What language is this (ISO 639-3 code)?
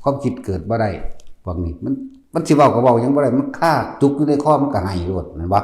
tts